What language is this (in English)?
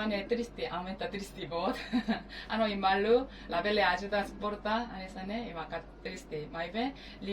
Tetum